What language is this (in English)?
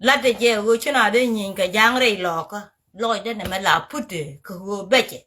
Nuer